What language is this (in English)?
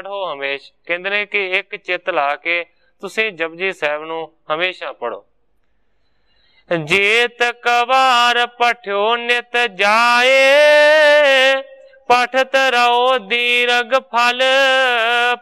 Punjabi